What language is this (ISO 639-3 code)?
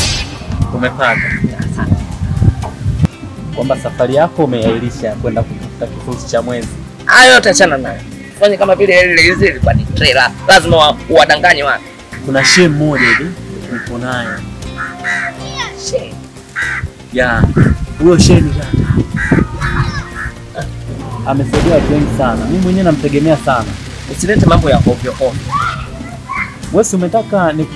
swa